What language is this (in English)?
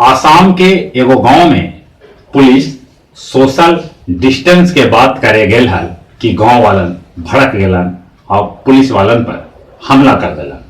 Magahi